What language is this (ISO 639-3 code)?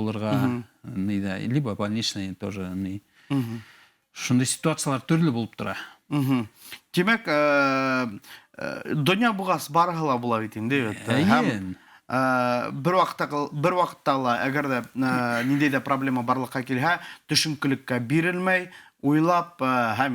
bak